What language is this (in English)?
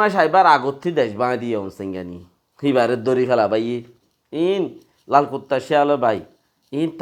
Rohingya